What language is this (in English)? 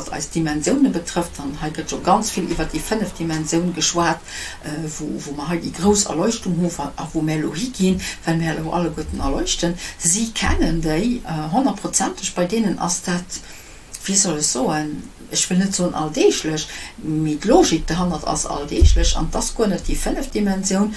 Luxembourgish